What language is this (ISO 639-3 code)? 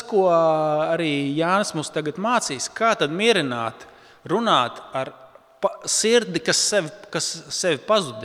lav